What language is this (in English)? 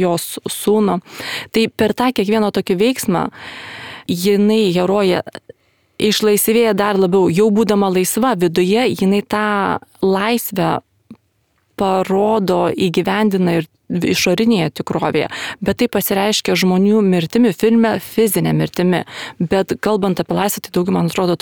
Lithuanian